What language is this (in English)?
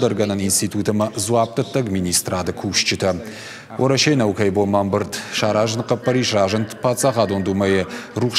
Ossetic